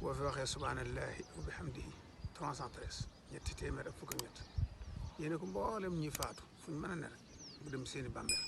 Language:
Wolof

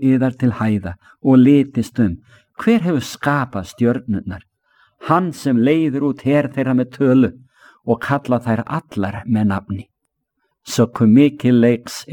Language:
Icelandic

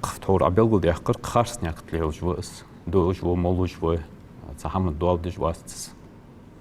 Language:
Ingush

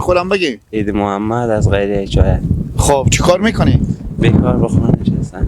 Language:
Persian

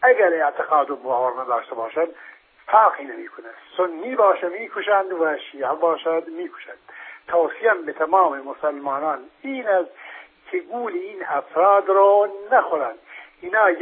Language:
Persian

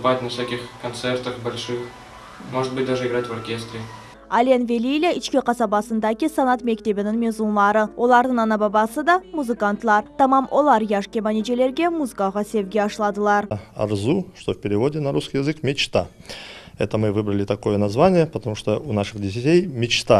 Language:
Crimean Tatar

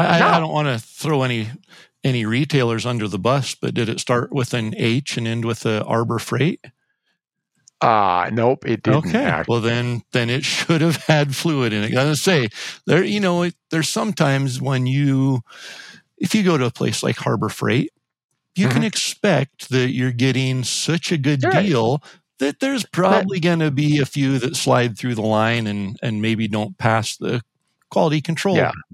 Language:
English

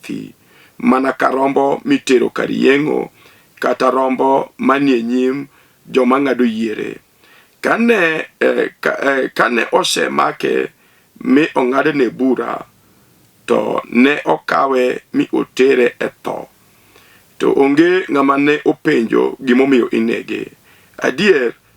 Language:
Luo (Kenya and Tanzania)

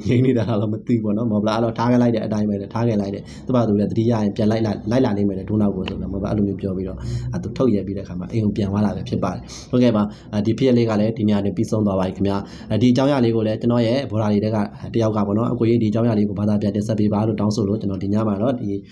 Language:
Burmese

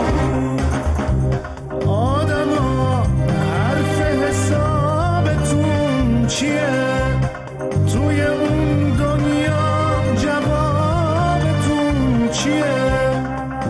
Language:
Persian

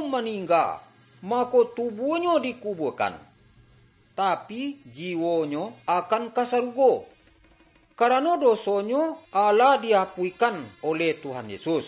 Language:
Minangkabau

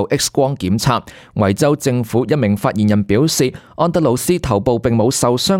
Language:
Cantonese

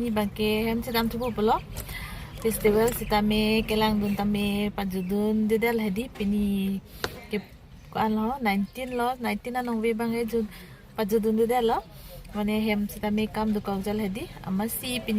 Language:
Karbi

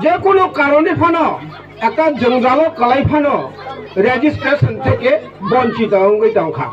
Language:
Kok Borok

